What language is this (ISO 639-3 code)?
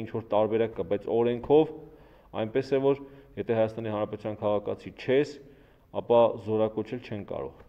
hye